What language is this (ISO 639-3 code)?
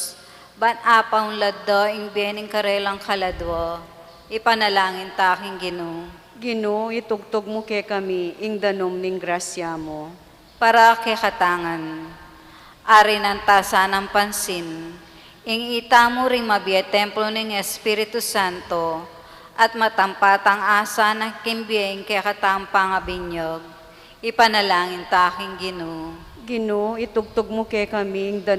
pam